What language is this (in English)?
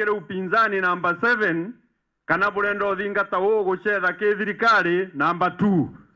Meru